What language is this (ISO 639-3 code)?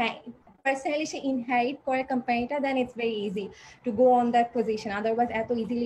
ben